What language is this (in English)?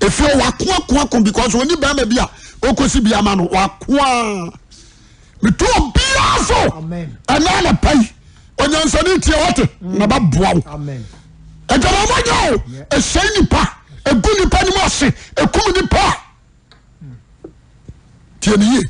Akan